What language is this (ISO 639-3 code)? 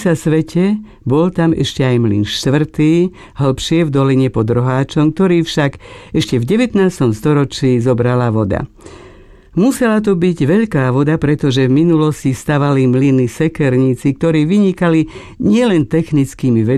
slk